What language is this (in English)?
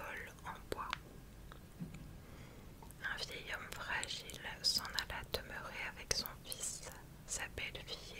French